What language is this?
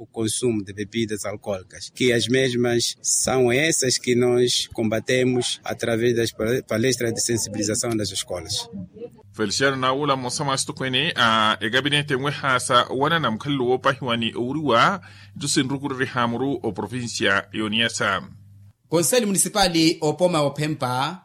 Makhuwa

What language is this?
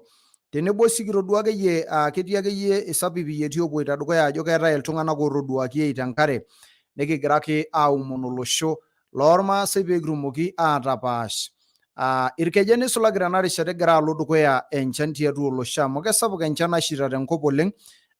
Masai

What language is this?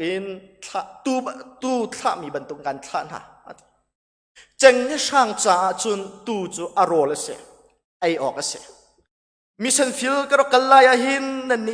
Hakha Chin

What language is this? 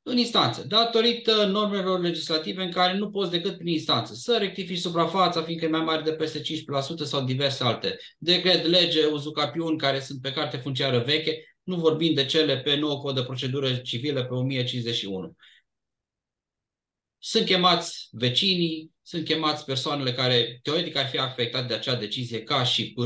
Romanian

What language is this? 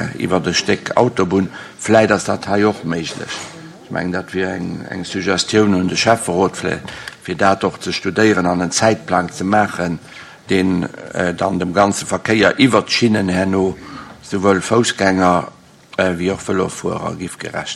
Luxembourgish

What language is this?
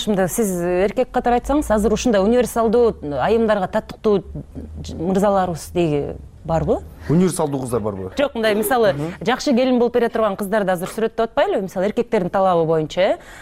Kyrgyz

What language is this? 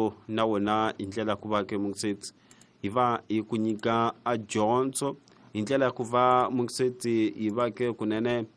Tsonga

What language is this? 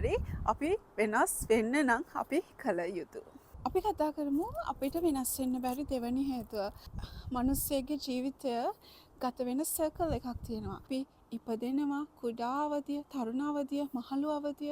Sinhala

